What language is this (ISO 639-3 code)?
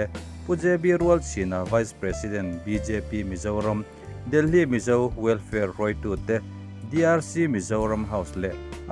lus